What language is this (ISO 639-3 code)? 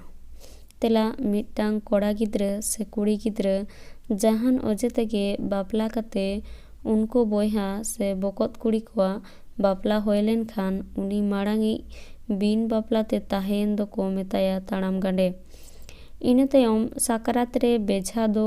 sat